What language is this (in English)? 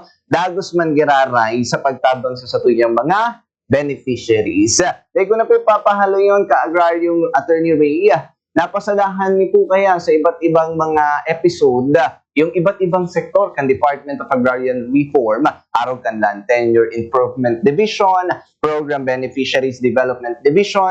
Bikol